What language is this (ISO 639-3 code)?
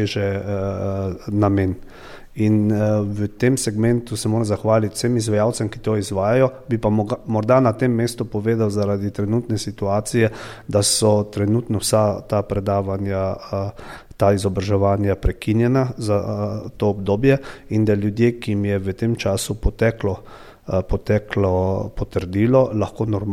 slv